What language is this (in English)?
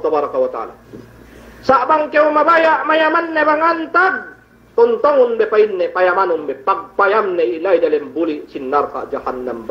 Yakan